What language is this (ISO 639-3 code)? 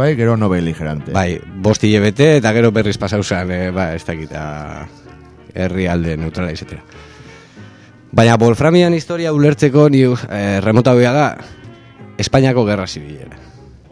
eus